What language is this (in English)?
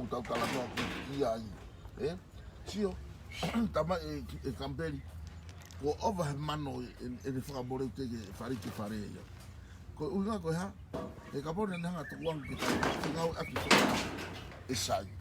Tongan